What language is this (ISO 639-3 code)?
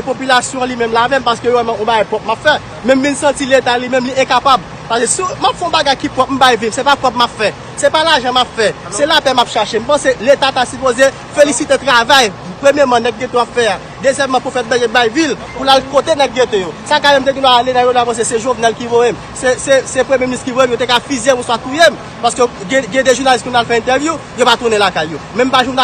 hat